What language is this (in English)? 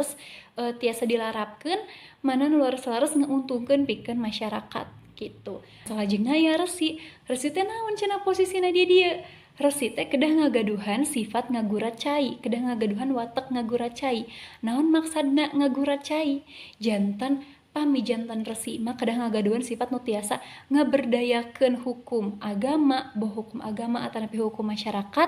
Sundanese